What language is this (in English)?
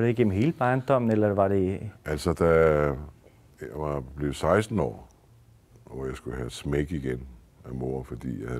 Danish